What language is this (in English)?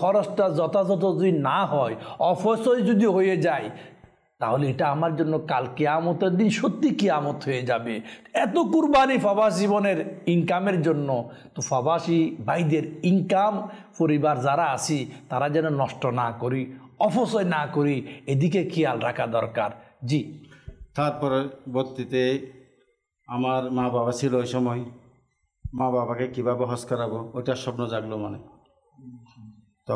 Bangla